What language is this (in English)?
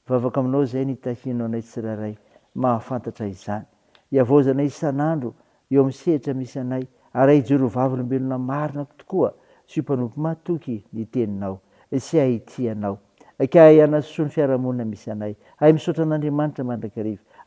Malagasy